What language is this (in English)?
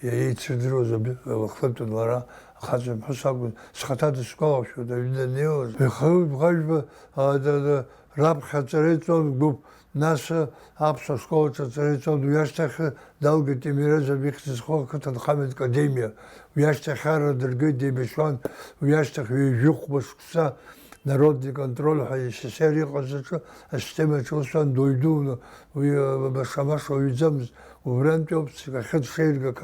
Abkhazian